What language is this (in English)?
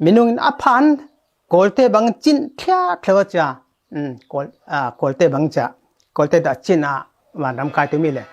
Falam Chin